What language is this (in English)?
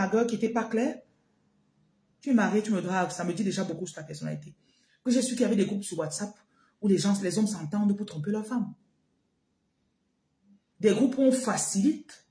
French